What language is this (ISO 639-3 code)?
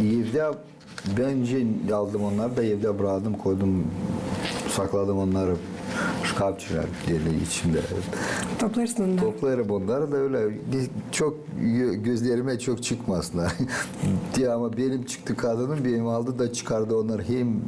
gag